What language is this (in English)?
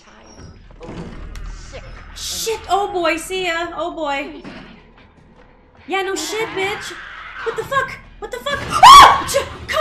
English